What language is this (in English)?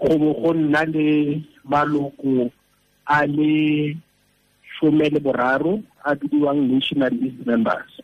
Tswana